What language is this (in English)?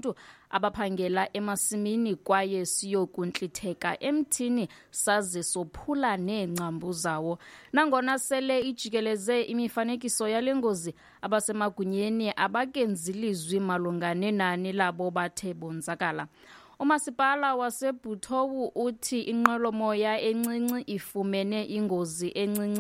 Xhosa